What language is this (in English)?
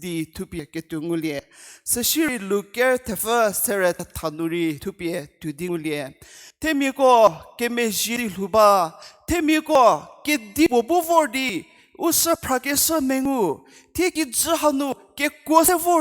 Angami Naga